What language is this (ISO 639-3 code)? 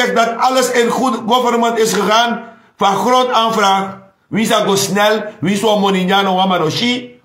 srn